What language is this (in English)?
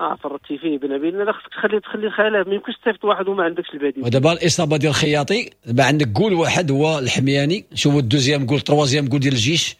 Moroccan Arabic